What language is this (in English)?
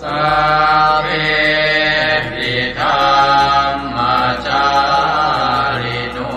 Pali